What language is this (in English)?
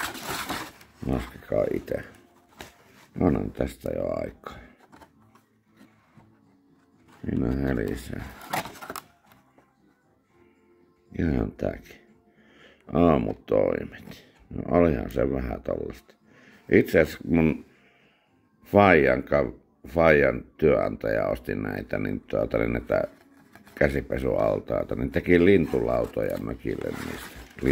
Finnish